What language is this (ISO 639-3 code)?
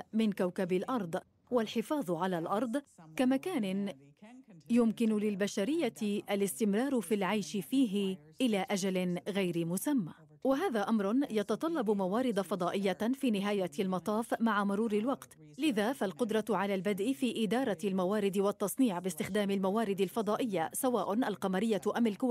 ara